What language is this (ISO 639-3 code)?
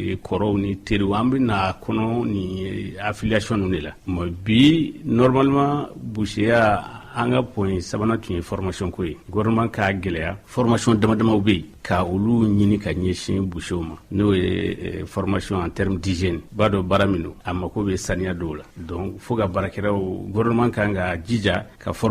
bam